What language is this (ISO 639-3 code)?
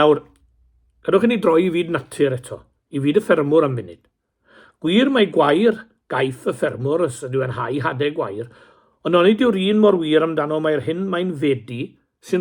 cym